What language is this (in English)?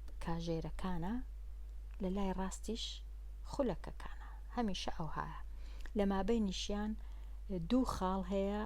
Central Kurdish